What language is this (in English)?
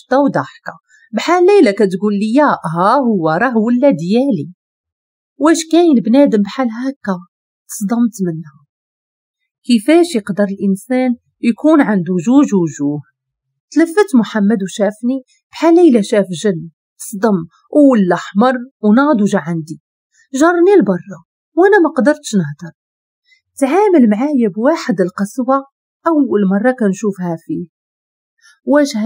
Moroccan Arabic